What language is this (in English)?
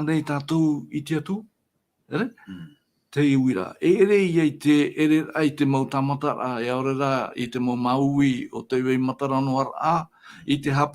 Tahitian